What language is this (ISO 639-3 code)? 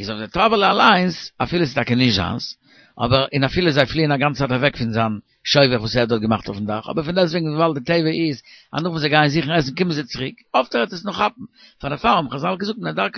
yid